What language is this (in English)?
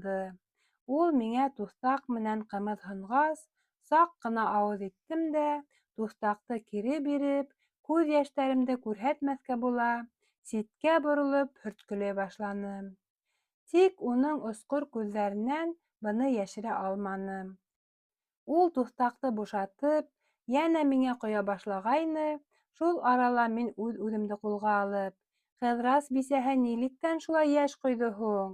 Bashkir